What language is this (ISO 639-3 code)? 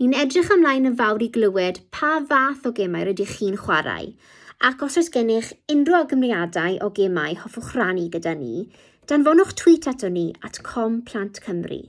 cym